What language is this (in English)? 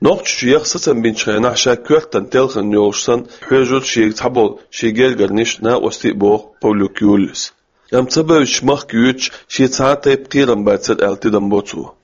Chechen